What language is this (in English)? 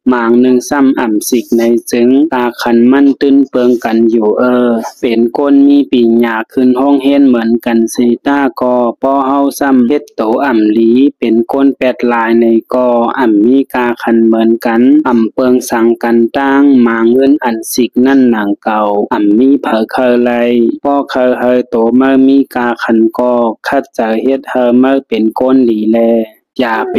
Shan